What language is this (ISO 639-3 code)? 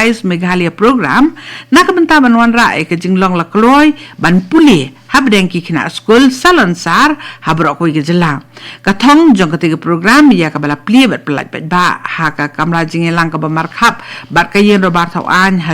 kha